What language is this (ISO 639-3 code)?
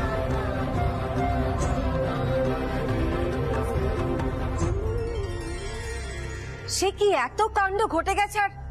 ben